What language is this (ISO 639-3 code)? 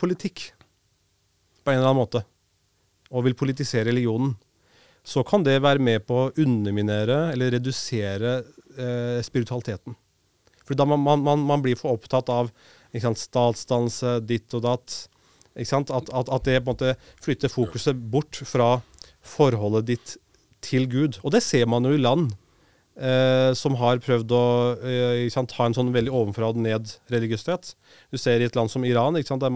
nor